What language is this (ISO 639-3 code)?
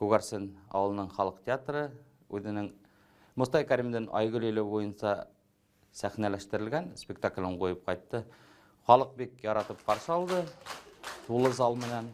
bak